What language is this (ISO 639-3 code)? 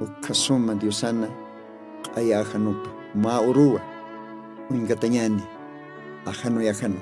aym